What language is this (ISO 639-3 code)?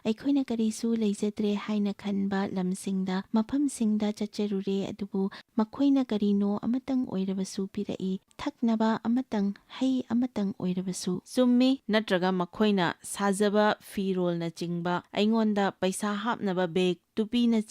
mni